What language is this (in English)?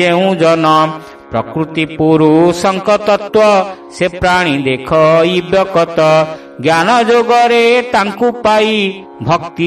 Odia